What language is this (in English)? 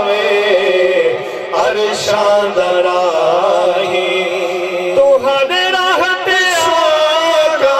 Saraiki